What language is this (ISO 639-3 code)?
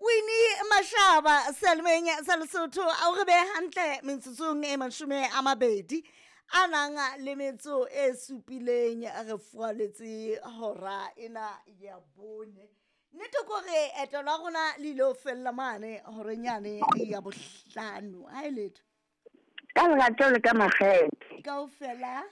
sot